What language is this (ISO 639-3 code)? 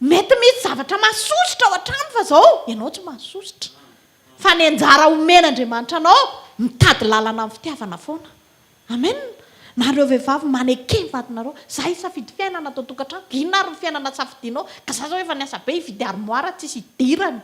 mlg